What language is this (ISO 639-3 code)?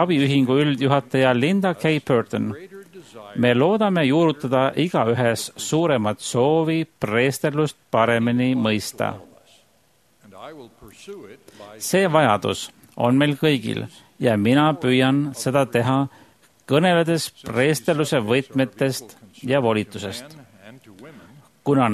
est